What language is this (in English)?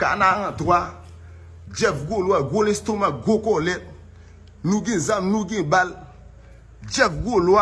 Haitian Creole